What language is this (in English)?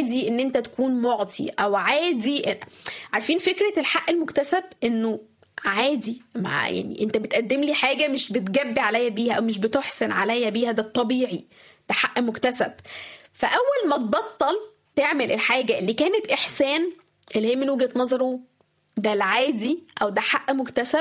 Egyptian Arabic